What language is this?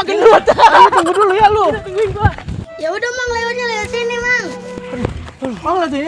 Betawi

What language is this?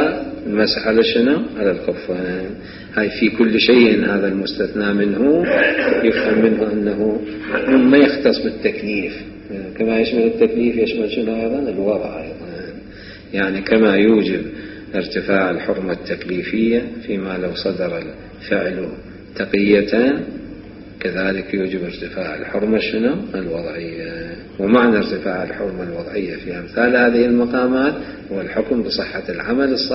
Mesopotamian Arabic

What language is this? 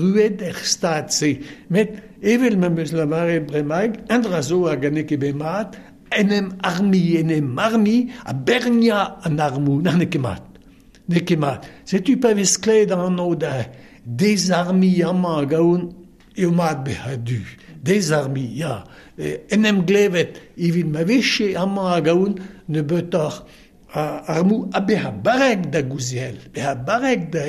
Breton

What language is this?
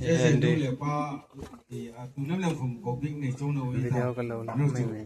Hmar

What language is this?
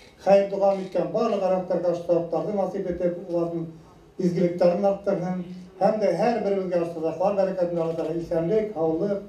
Bashkir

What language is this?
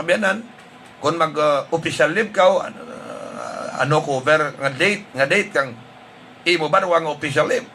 Hiligaynon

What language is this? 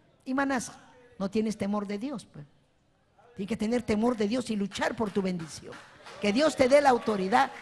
Ayacucho Quechua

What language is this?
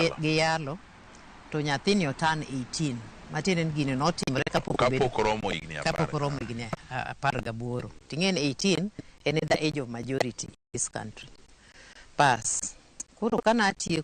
Luo (Kenya and Tanzania)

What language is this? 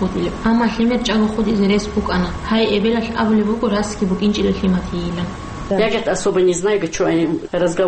Avaric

